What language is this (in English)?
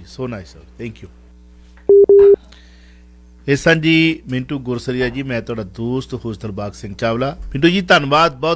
Punjabi